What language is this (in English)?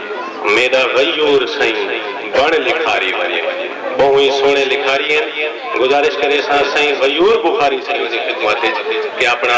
Saraiki